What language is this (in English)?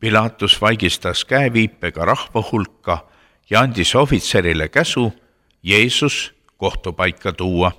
Estonian